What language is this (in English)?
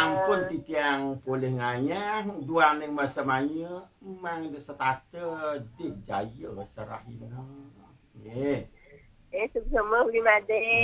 Balinese